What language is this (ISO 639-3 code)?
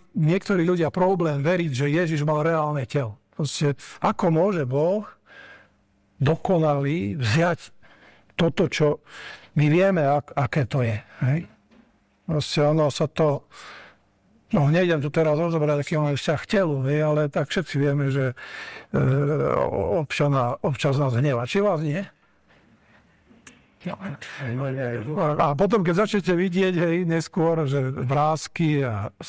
slk